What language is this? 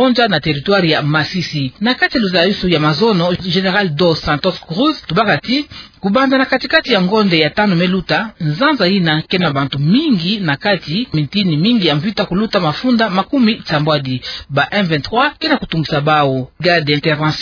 Kituba (Democratic Republic of Congo)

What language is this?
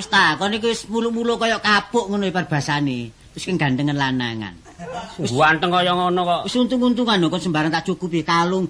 Javanese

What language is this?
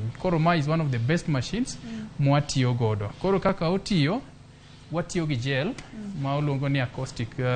Luo (Kenya and Tanzania)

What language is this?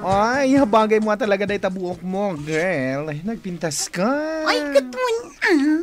Iloko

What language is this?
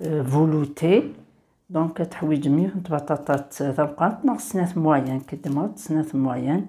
Kabyle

